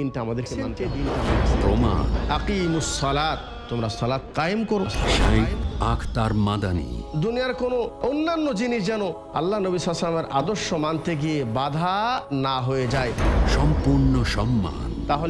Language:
Bangla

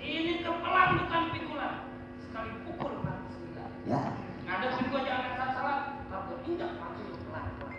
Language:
Betawi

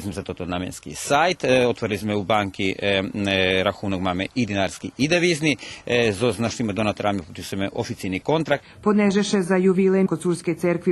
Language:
Rusyn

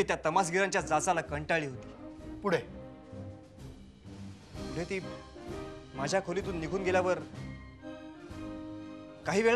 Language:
Marathi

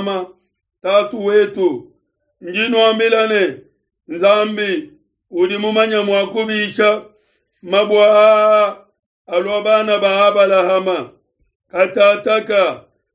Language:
Luba-Lulua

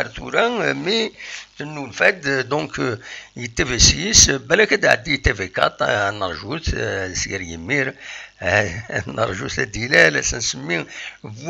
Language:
Kabyle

